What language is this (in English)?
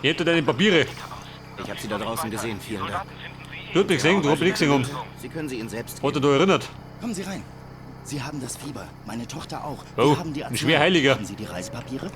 Bavarian